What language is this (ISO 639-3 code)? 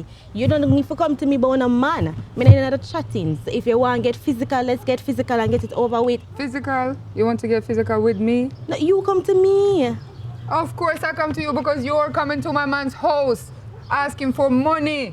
jam